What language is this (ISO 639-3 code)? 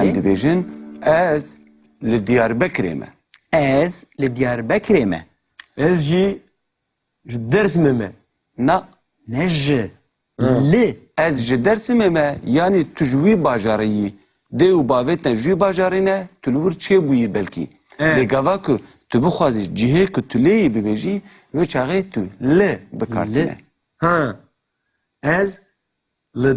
kur